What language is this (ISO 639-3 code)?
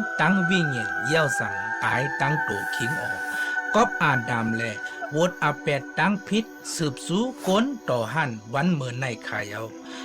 shn